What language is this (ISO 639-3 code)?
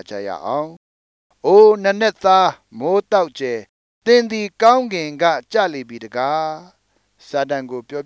mya